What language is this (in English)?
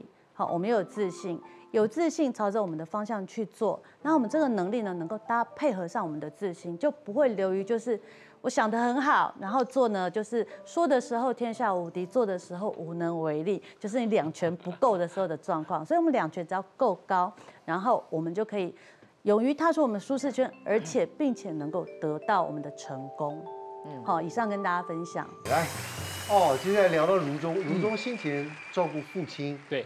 Chinese